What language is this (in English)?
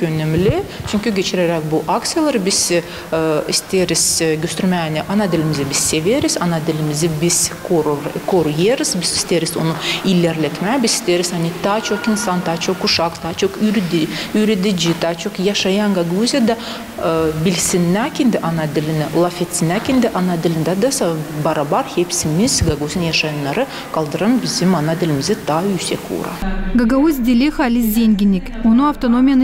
Gagauz